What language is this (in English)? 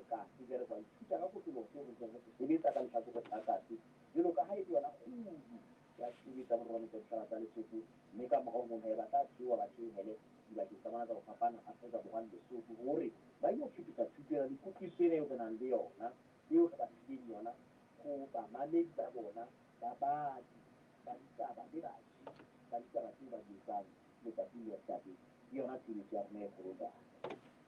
Southern Sotho